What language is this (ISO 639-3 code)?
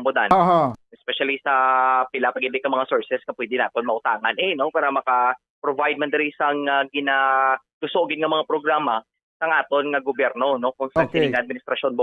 hil